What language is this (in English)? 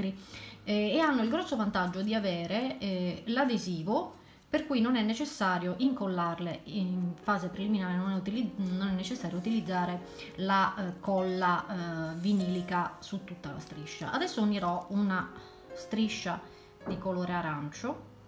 Italian